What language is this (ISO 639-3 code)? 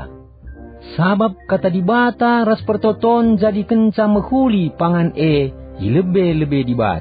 btx